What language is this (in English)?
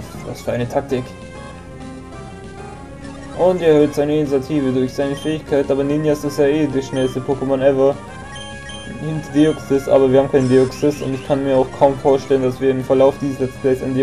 German